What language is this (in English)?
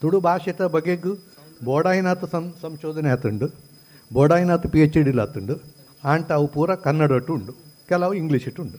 Tulu